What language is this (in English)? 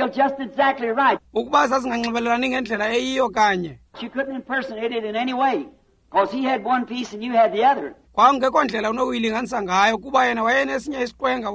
Xhosa